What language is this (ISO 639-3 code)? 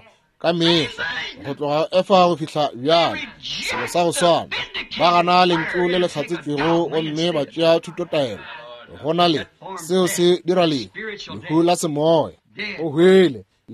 nso